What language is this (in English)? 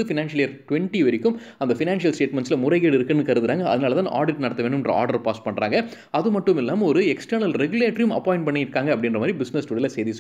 Tamil